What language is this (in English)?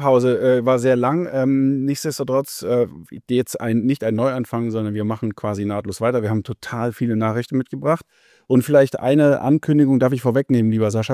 German